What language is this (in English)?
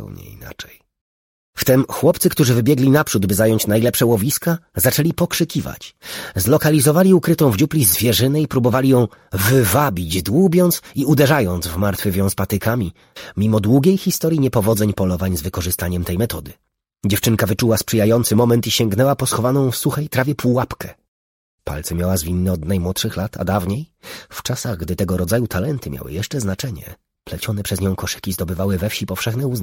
Polish